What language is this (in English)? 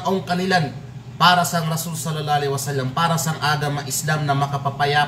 Kalagan